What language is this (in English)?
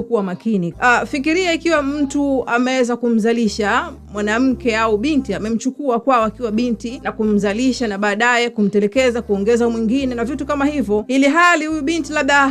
Swahili